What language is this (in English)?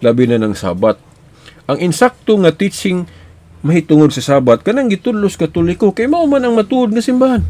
Cebuano